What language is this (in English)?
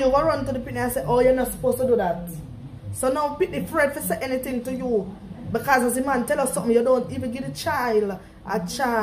Jamaican Creole English